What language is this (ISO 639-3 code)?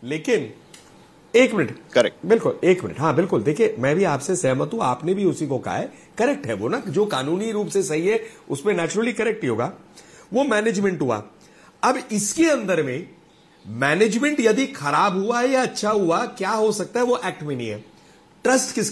hin